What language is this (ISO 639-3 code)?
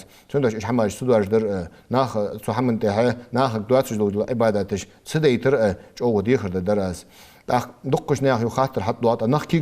inh